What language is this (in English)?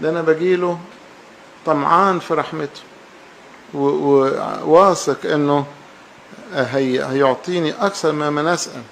Egyptian Arabic